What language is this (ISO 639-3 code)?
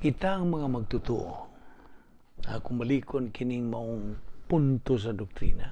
ceb